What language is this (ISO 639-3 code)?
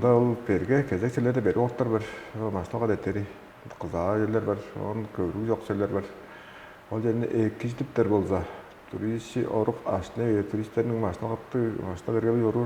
tyv